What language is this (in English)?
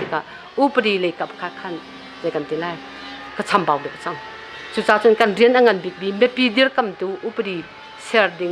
Hakha Chin